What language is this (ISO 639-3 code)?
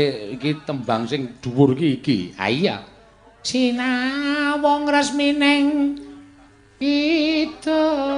jav